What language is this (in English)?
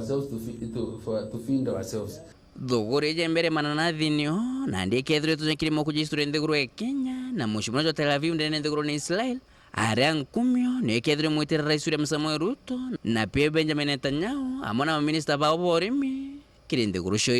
Meru